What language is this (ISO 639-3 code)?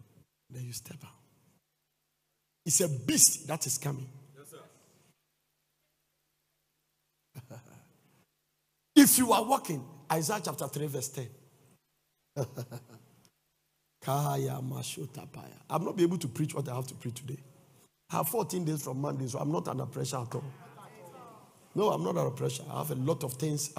eng